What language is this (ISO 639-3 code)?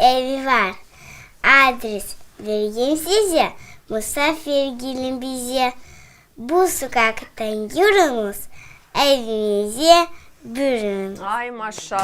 crh